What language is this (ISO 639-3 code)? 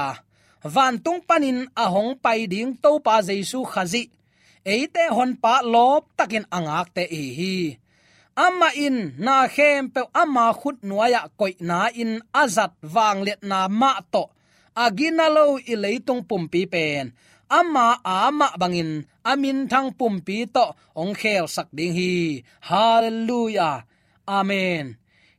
ctd